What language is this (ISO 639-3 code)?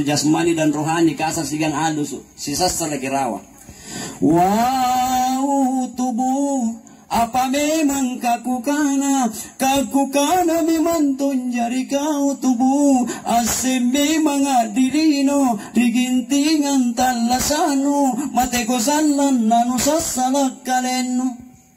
mak